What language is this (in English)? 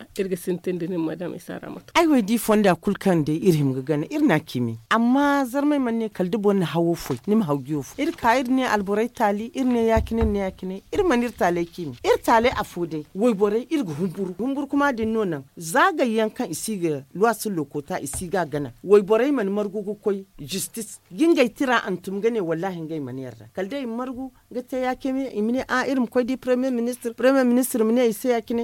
Zarma